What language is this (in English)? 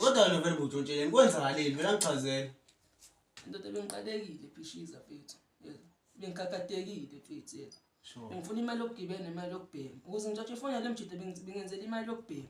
Zulu